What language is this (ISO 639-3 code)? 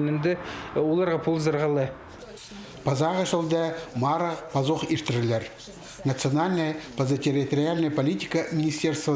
kjh